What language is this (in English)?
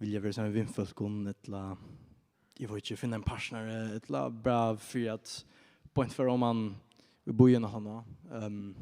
Faroese